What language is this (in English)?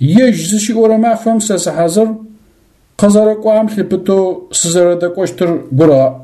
Adyghe